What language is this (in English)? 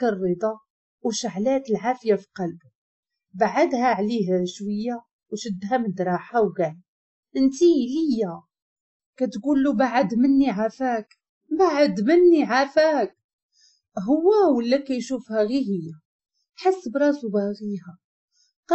Moroccan Arabic